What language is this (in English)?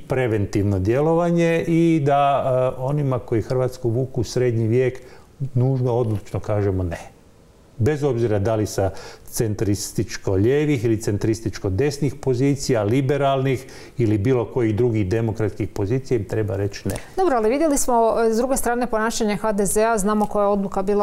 Croatian